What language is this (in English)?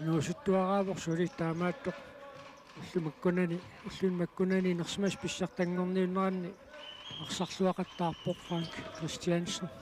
Kalaallisut